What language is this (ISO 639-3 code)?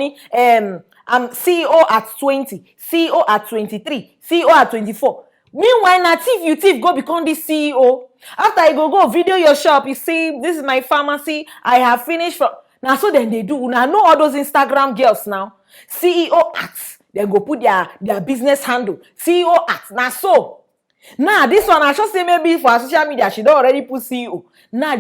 pcm